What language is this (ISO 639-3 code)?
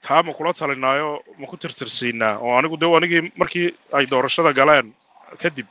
som